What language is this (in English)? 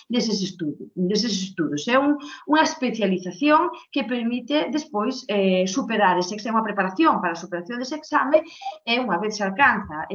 Galician